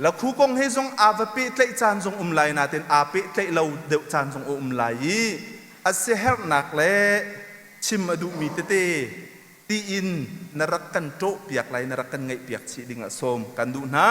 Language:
Hakha Chin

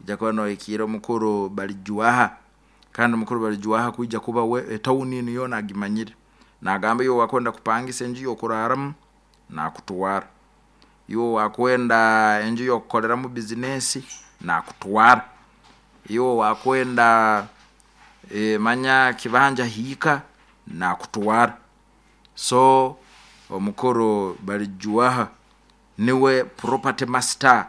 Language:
Nyoro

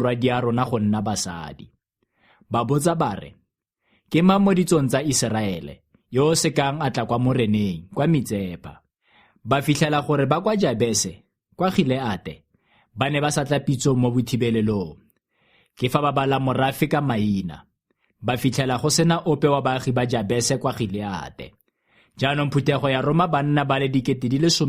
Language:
Tswana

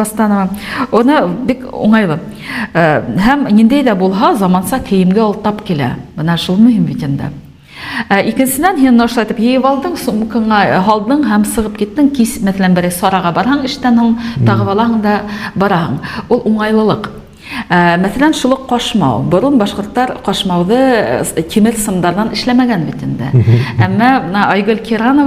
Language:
Bashkir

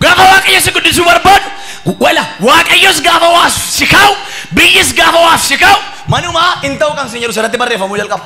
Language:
Oromo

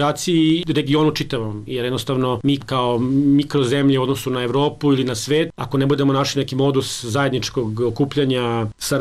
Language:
Serbian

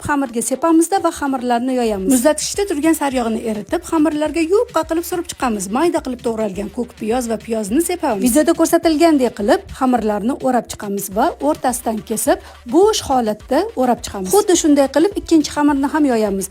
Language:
Uzbek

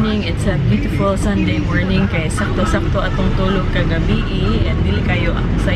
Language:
Cebuano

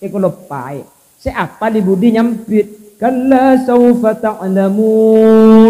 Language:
Madurese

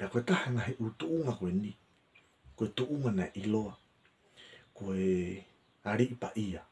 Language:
Tongan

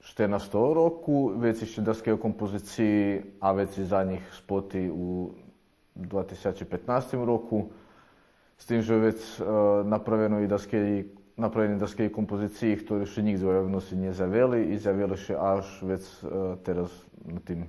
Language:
Rusyn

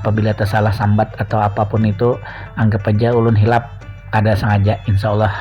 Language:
Banjar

